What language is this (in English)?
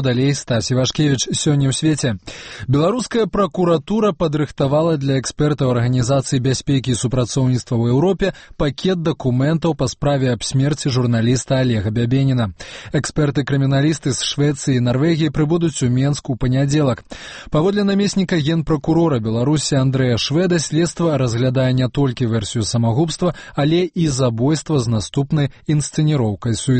Belarusian